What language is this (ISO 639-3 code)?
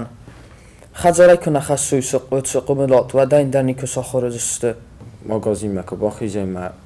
oss